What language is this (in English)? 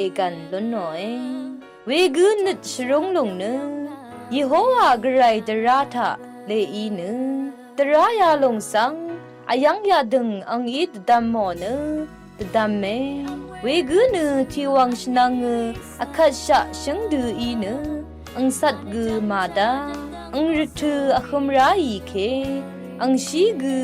Rawang